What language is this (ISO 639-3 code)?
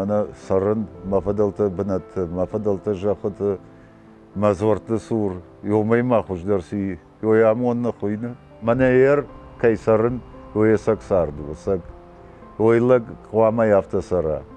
oss